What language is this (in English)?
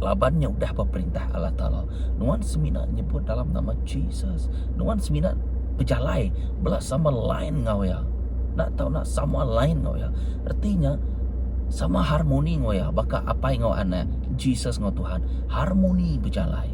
Iban